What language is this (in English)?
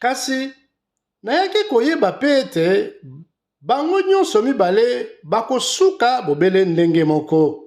Lingala